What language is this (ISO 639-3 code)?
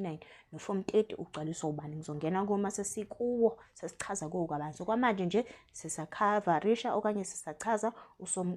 zul